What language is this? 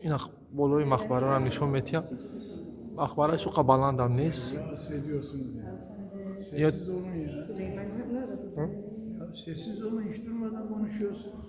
Tajik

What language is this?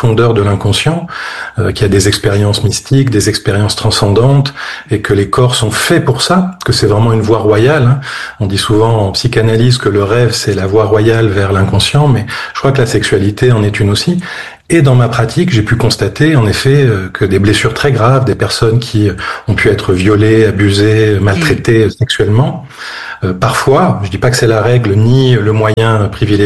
French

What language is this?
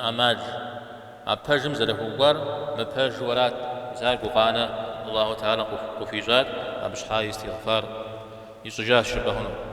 Kabardian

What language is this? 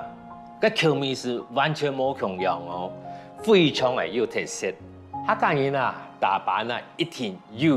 Hakka Chinese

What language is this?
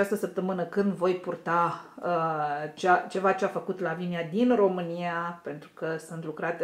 Romanian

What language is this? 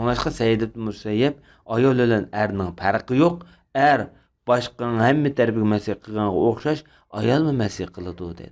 Uyghur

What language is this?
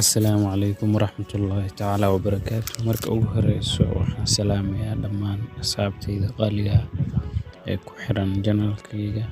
Somali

